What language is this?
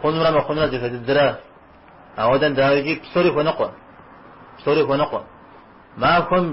Kabardian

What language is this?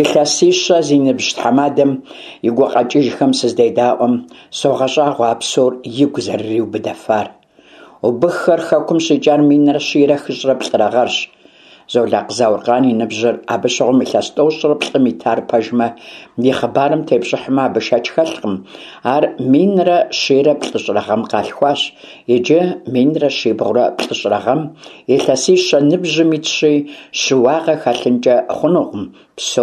Kabardian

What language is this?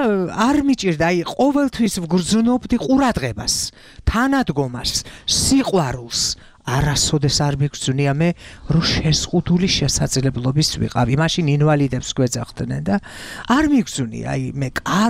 Georgian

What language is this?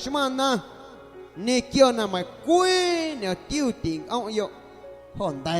Guerrero Amuzgo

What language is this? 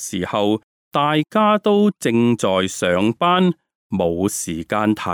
Cantonese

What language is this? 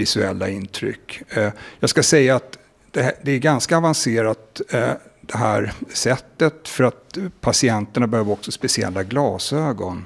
Swedish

